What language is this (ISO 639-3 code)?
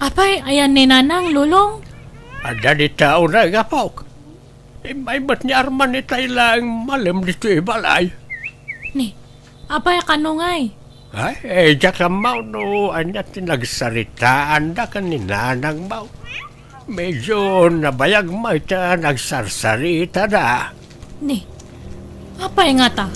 ilo